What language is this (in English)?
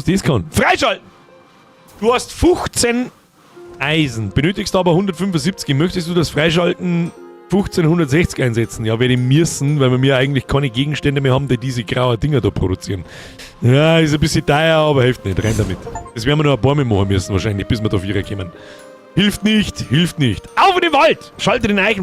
Bavarian